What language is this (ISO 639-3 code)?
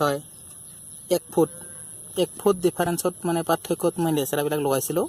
asm